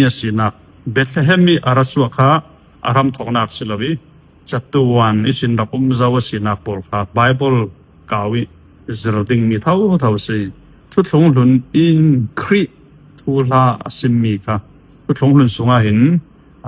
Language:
Falam Chin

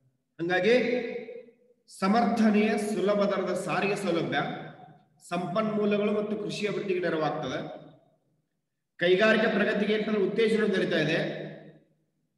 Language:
Kannada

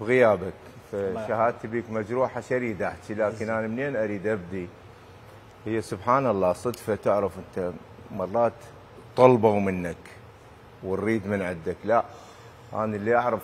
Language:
Mesopotamian Arabic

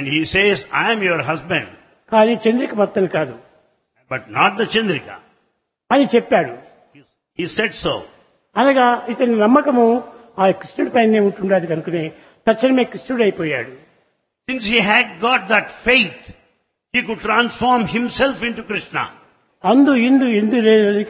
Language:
Telugu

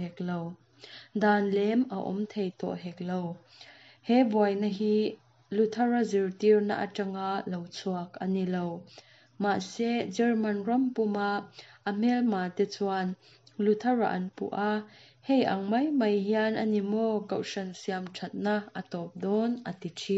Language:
Mizo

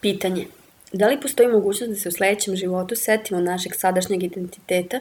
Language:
Serbian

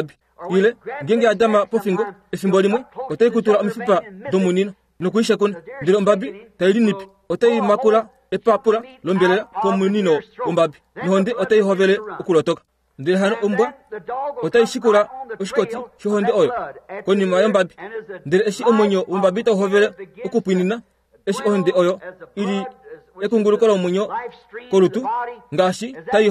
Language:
Kuanyama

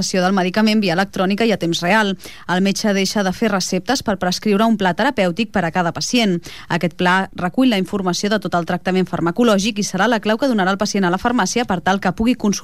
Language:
Catalan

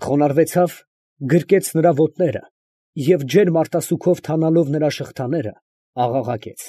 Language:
Armenian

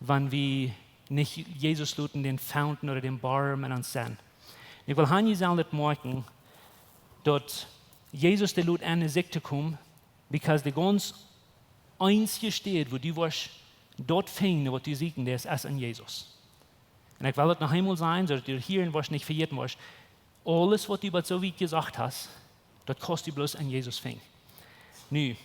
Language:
Plautdietsch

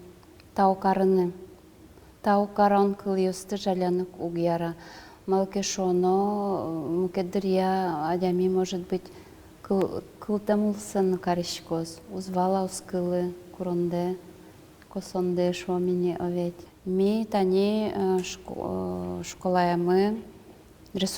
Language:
Udmurt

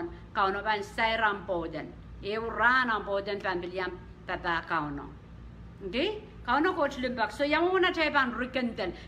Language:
Pohnpeian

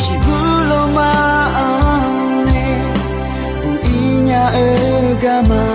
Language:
Akha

